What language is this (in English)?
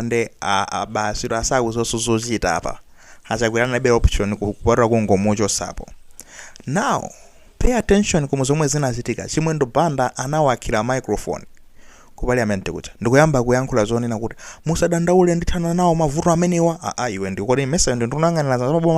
Nyanja